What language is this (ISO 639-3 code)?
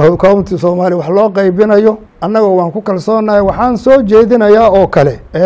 som